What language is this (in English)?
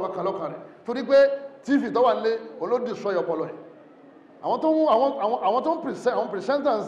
Yoruba